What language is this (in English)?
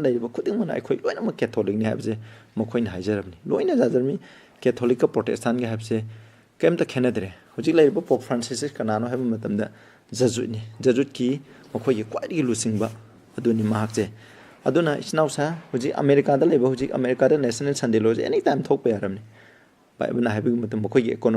Manipuri